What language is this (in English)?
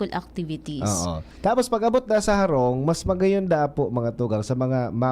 Bikol